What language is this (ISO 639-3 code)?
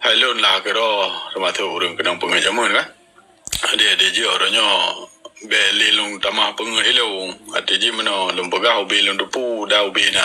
ace